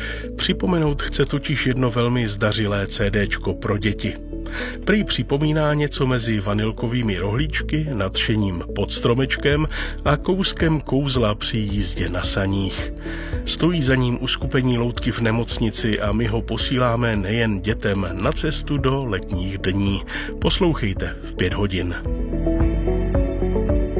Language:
Czech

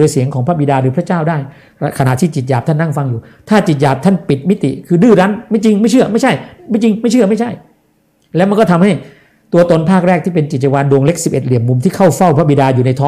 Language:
Thai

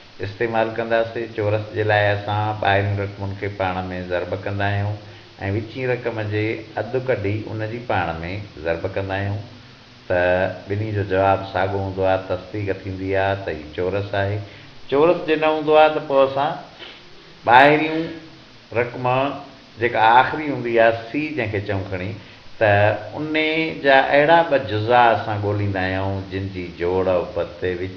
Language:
Sindhi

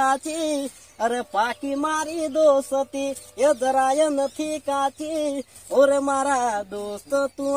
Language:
Gujarati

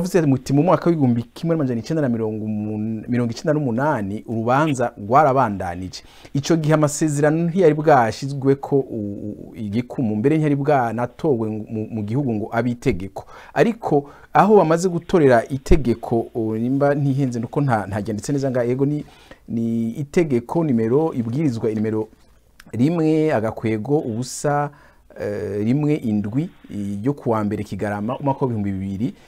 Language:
Rundi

